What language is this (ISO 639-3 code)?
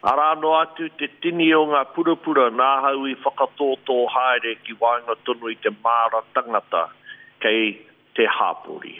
mri